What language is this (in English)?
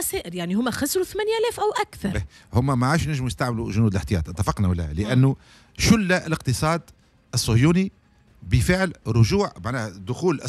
Tunisian Arabic